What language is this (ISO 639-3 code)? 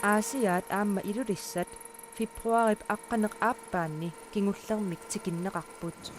kal